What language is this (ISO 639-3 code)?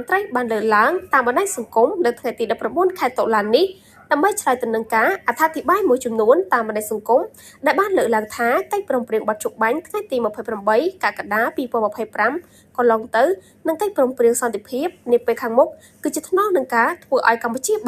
khm